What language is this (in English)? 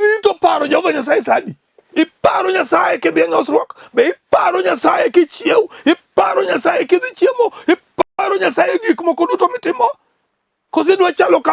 Luo (Kenya and Tanzania)